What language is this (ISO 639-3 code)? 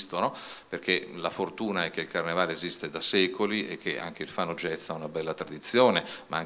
ita